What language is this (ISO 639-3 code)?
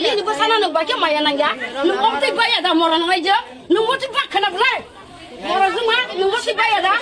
trp